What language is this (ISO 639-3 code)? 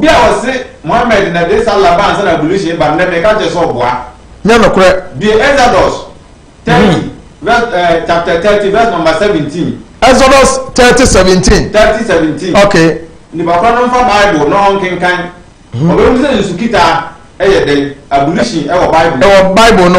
aka